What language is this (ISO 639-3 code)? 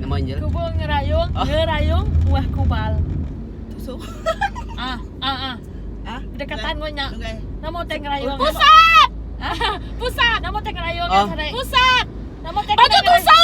iba